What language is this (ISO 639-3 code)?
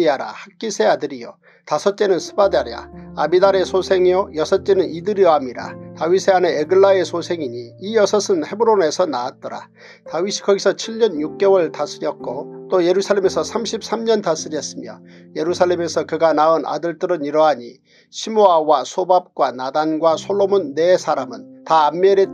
kor